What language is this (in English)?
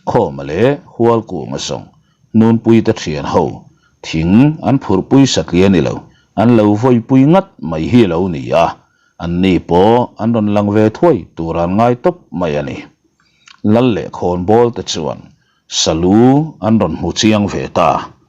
Mizo